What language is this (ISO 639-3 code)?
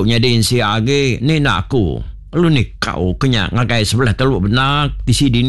iba